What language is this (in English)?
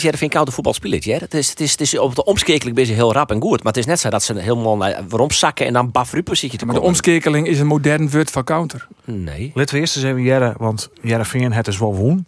Western Frisian